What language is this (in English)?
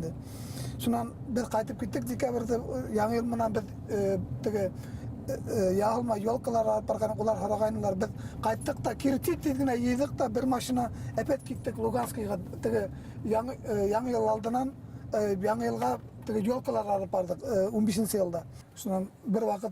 Bashkir